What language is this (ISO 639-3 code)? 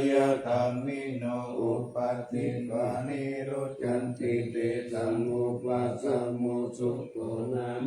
pli